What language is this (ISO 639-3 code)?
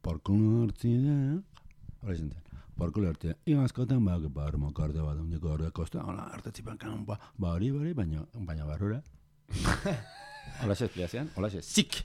eus